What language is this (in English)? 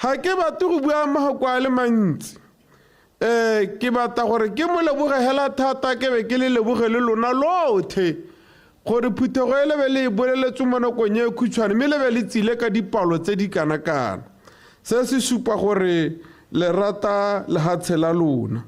Tswana